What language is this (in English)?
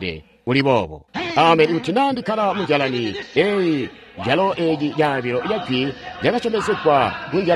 Tonga (Zambia)